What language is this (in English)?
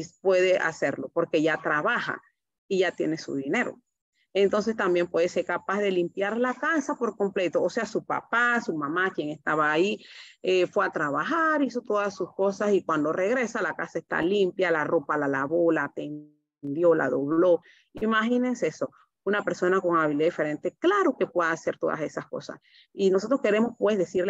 Spanish